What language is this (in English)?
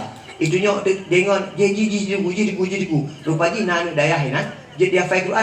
Achinese